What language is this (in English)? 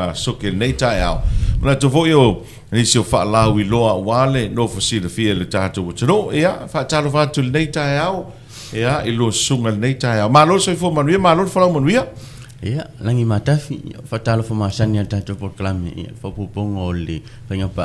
Samoan